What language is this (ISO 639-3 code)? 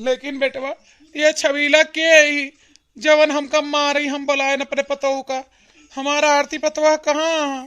awa